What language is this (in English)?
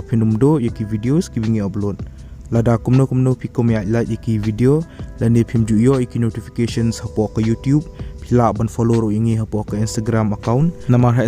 Khasi